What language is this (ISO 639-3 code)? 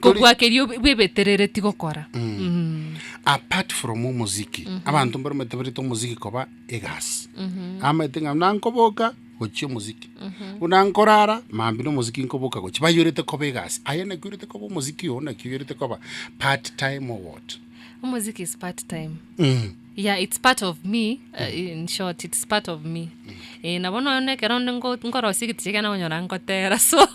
guz